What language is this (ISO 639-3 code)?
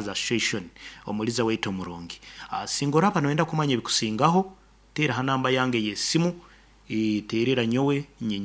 nyn